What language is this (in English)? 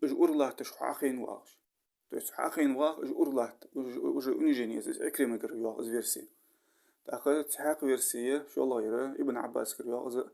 Ingush